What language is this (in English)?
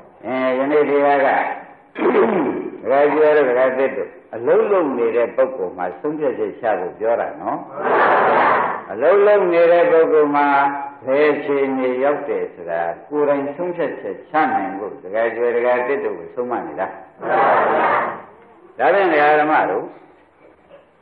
Burmese